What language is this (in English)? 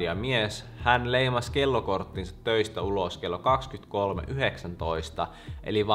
Finnish